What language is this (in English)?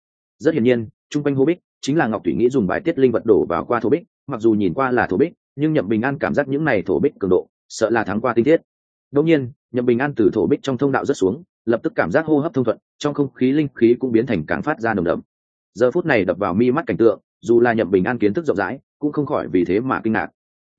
Vietnamese